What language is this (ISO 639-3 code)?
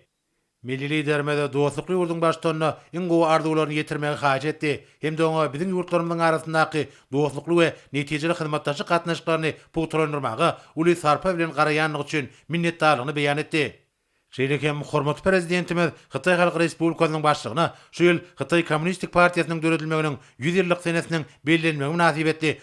tuk